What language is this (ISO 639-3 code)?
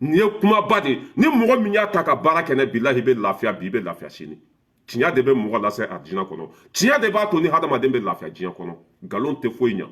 bam